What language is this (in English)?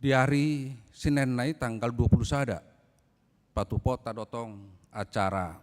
Batak Toba